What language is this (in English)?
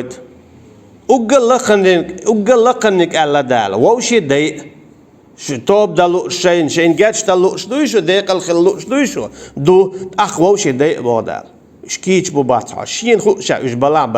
Chechen